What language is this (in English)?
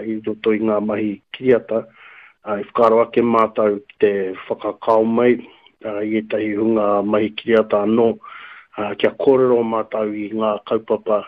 Māori